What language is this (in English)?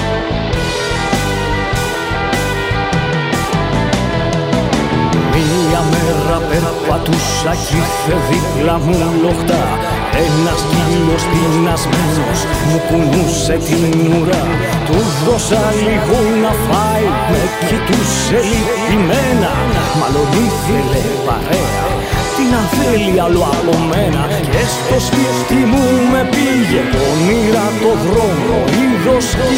Greek